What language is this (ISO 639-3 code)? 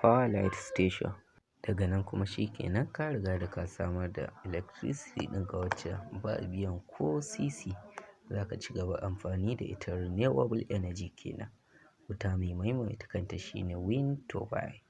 hau